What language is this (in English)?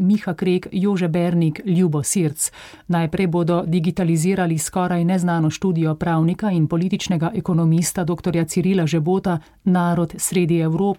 Slovenian